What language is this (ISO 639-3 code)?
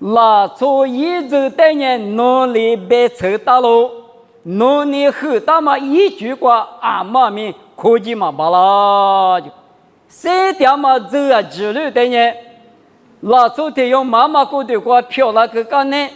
lis